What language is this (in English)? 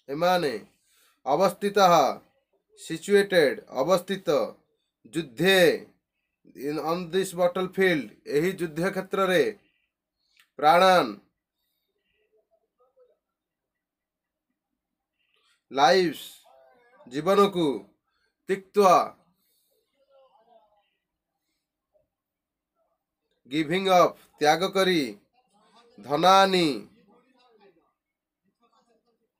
Odia